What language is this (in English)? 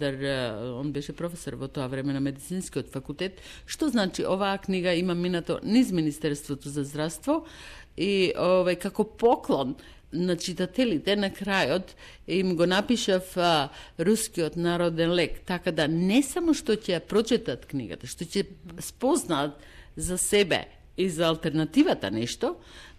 Macedonian